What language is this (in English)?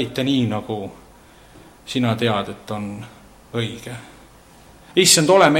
Estonian